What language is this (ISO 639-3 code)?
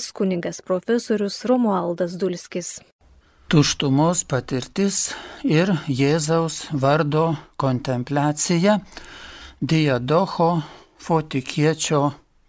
lit